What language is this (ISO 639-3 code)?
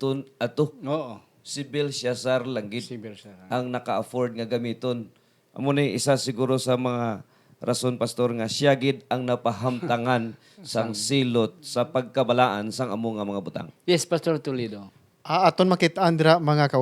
hil